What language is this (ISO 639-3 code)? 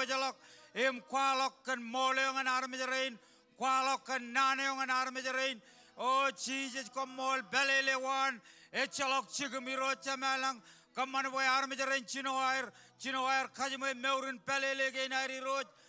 mah